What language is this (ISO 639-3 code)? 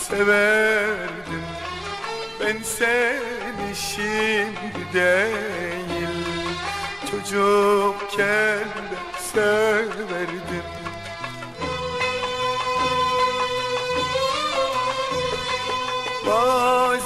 tur